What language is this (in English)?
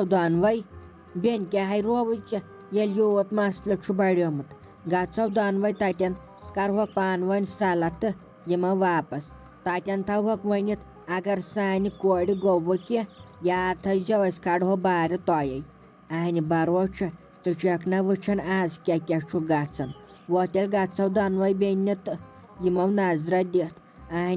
Kashmiri